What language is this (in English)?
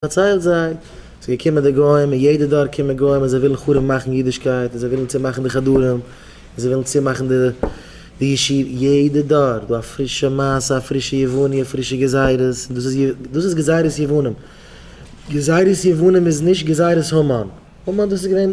Yiddish